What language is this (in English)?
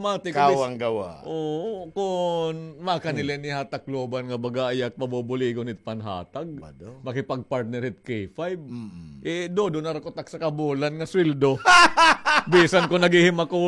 Waray